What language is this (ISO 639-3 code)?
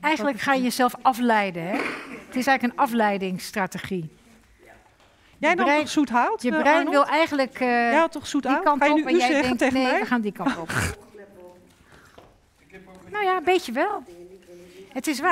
nld